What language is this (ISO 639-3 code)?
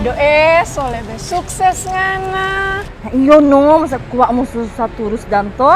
xmm